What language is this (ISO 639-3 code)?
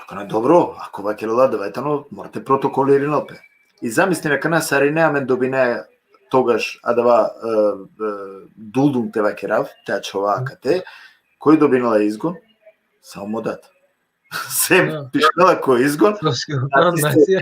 rmn